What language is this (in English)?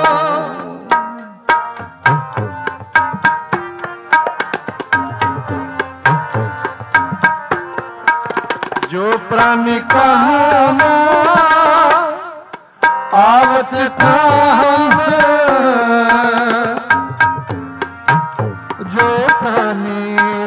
Punjabi